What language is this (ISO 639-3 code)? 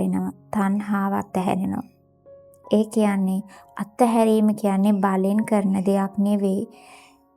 sin